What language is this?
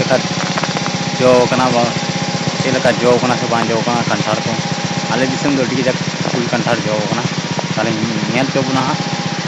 Santali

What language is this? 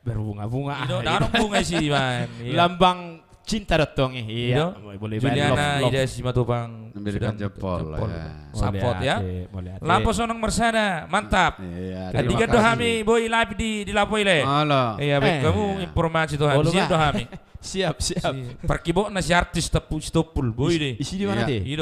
Batak Toba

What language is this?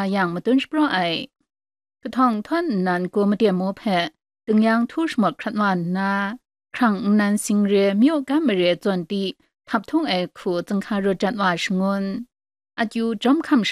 Kachin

